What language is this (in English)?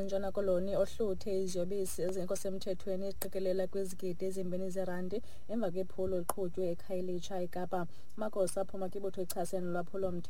Xhosa